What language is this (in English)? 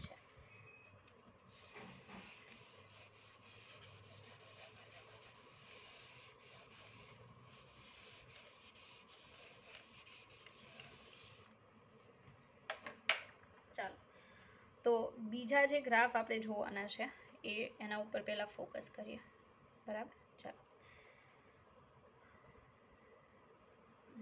Gujarati